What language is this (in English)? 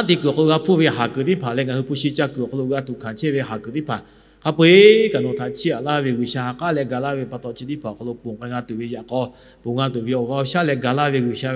Lahu